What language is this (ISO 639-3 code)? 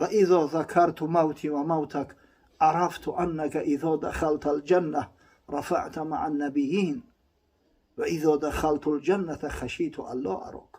tgk